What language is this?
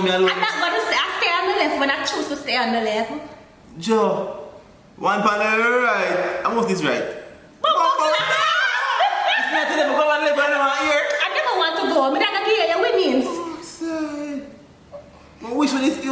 Jamaican Creole English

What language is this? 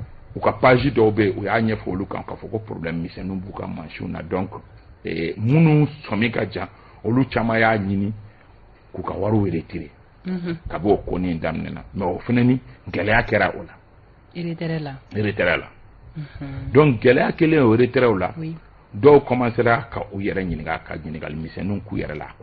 Bambara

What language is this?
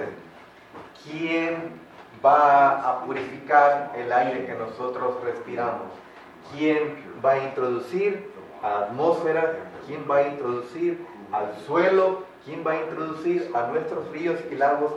Spanish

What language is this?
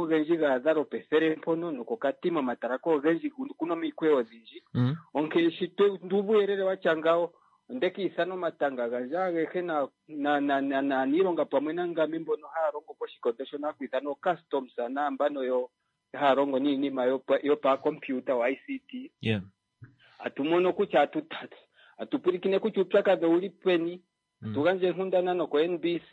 Kuanyama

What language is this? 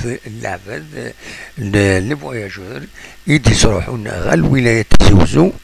Kabyle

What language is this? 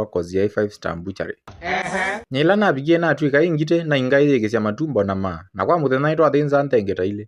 Kamba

